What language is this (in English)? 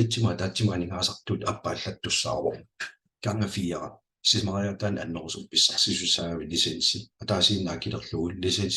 Kalaallisut